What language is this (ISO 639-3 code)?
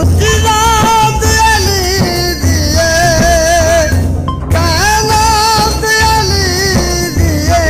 skr